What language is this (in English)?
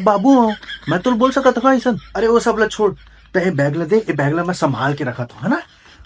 Chhattisgarhi